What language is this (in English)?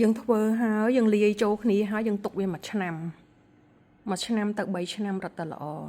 Khmer